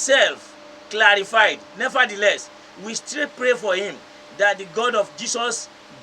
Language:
Yoruba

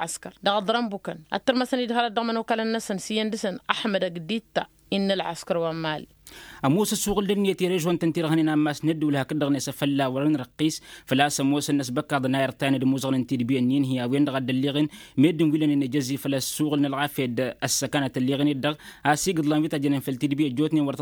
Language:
Tamasheq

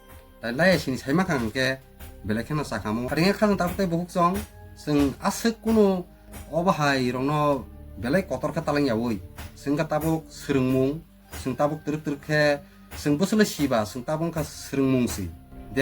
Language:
Kok Borok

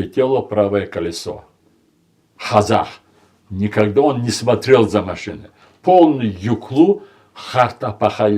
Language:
Crimean Tatar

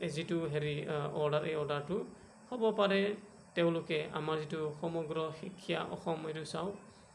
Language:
Assamese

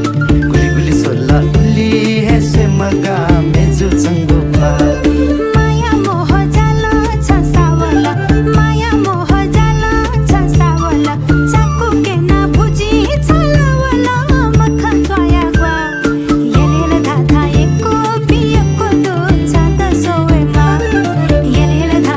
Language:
Newari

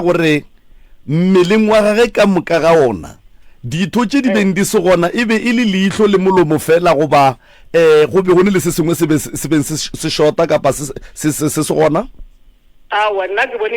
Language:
Northern Sotho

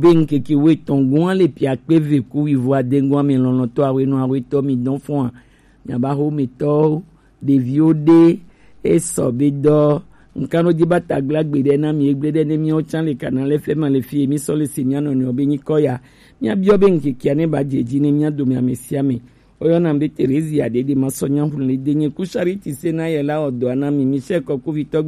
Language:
Gen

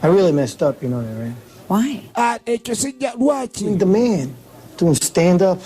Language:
Ganda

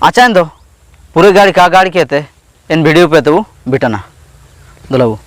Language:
Ho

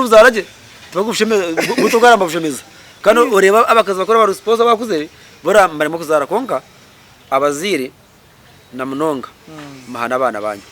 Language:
Nyankole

